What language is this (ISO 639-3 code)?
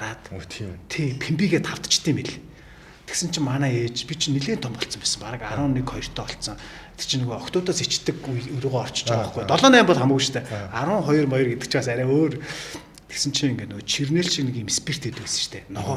mon